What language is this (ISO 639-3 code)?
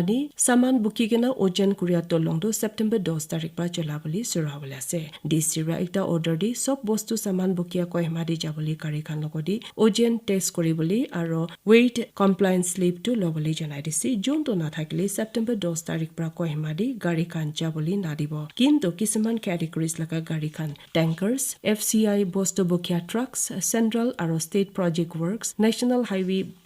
nag